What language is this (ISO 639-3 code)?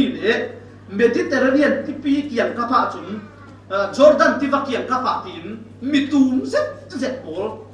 cfm